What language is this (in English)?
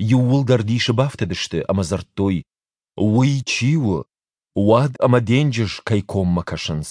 Ossetic